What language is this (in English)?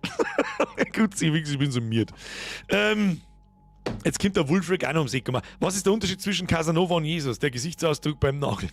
Bavarian